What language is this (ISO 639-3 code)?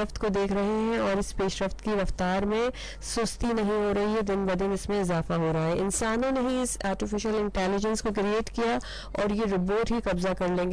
urd